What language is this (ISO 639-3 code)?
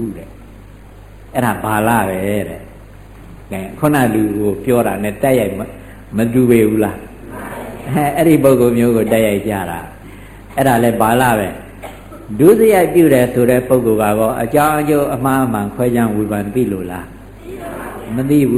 mya